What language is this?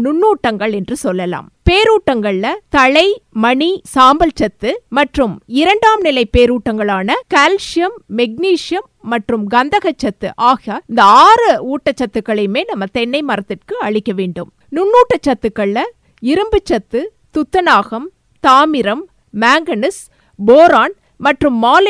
Tamil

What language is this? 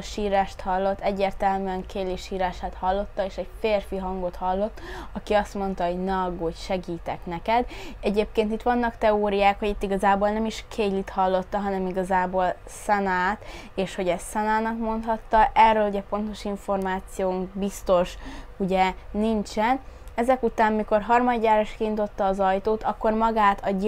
Hungarian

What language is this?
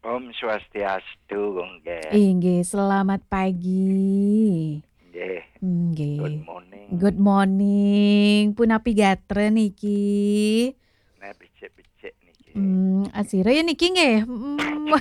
Balinese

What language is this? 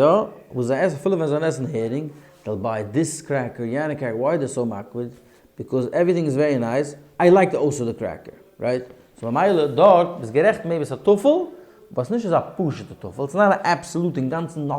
Yiddish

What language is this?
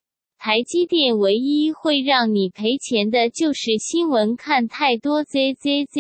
Chinese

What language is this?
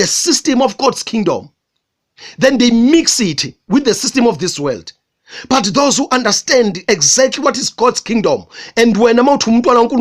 Zulu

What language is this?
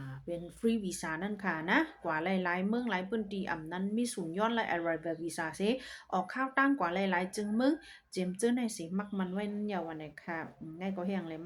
Shan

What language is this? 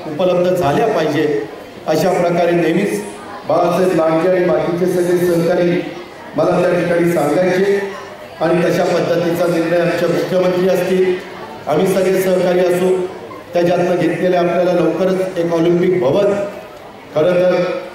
Marathi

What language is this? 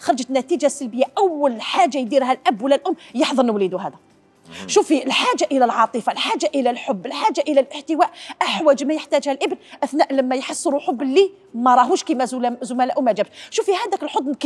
Algerian Arabic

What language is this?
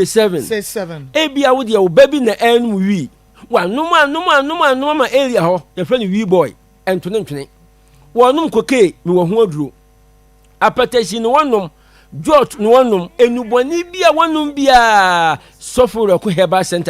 Akan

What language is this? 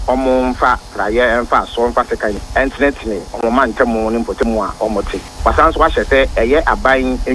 Akan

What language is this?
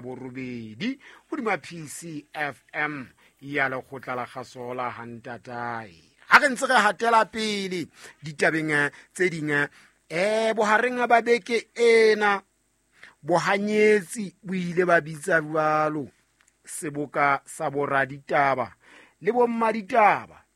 Southern Sotho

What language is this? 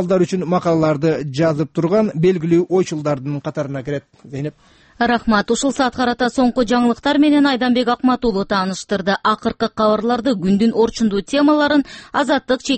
Kyrgyz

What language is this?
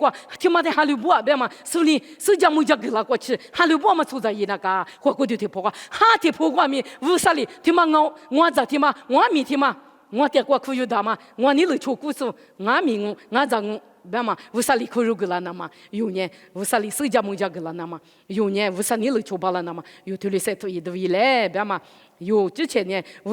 Lisu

